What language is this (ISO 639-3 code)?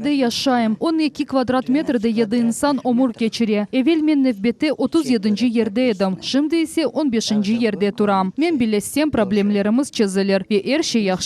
crh